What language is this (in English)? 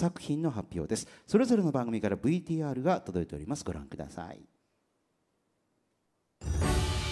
Japanese